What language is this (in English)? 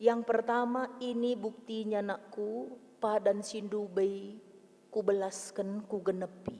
Batak Karo